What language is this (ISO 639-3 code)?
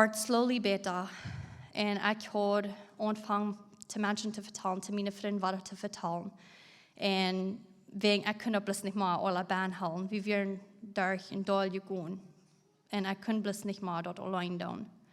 pdt